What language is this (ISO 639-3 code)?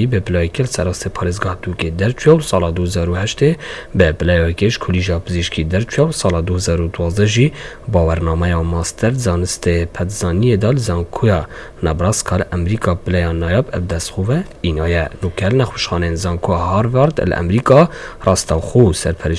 kur